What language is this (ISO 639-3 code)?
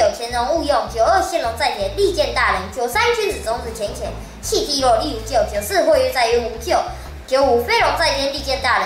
lzh